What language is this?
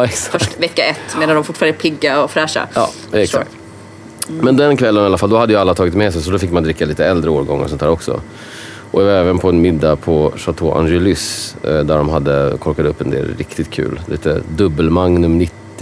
Swedish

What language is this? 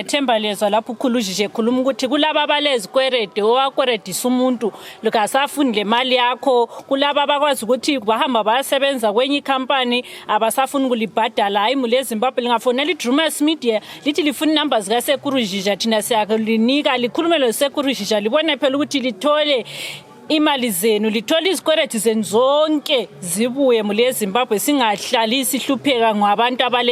Shona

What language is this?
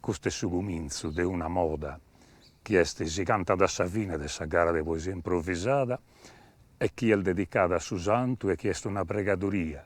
Sardinian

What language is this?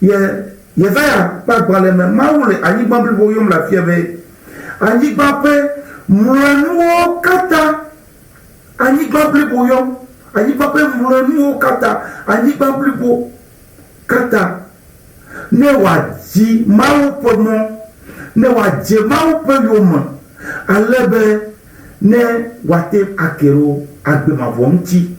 Ewe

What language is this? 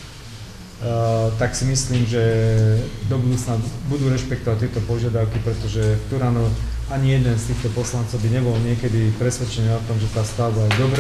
Slovak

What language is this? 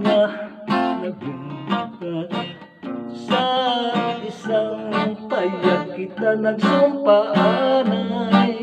Hiligaynon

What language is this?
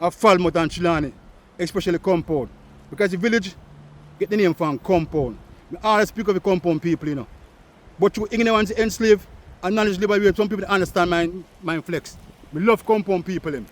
Jamaican Creole English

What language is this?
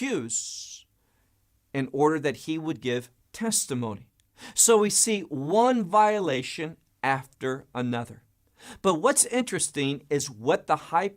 English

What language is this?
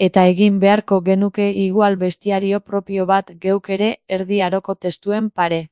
Basque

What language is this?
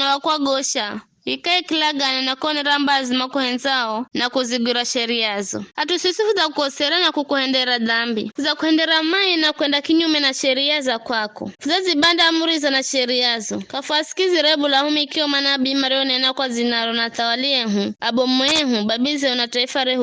Giryama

